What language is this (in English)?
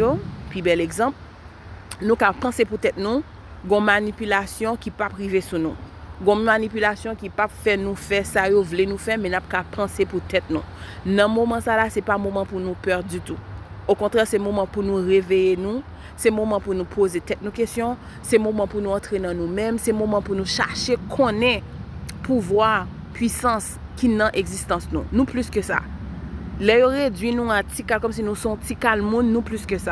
Haitian Creole